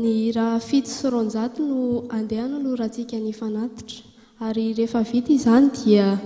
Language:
Malagasy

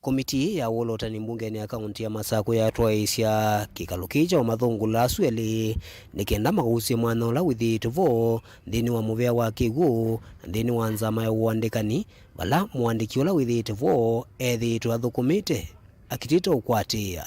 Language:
Kamba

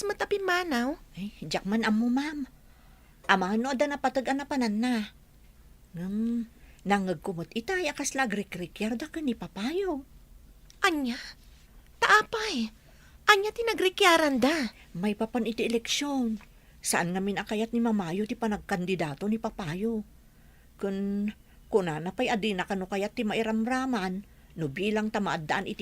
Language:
Iloko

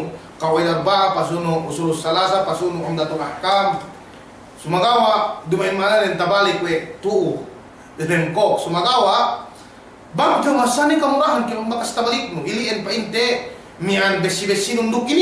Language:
Yakan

